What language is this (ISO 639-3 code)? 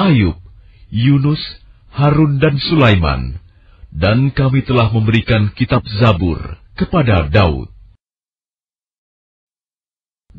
ind